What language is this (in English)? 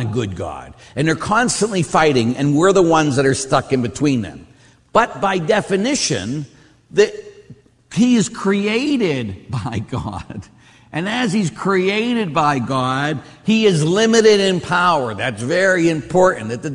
English